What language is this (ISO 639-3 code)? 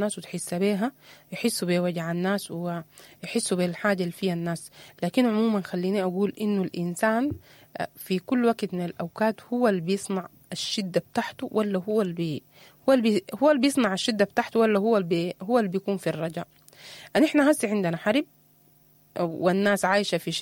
apd